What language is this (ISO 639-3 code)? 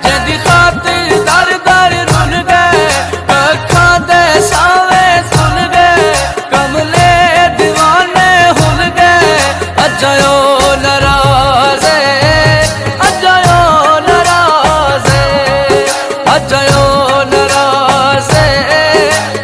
phr